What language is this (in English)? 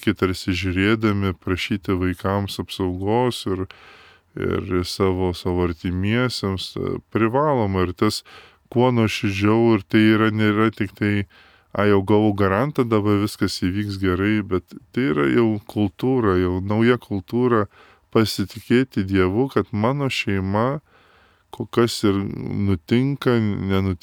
Lithuanian